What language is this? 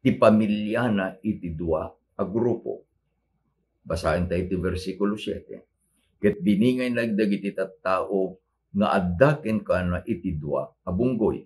Iloko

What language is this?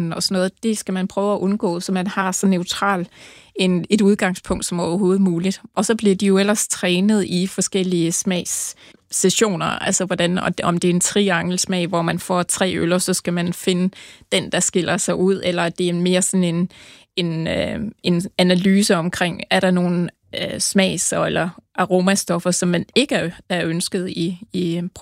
Danish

